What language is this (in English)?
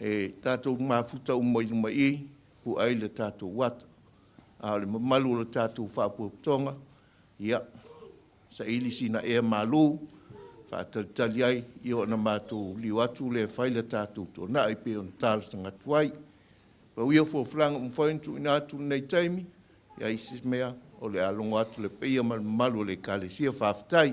Samoan